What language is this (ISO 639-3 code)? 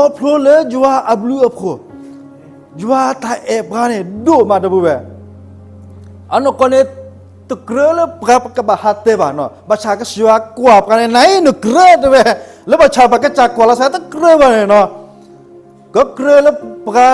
ksw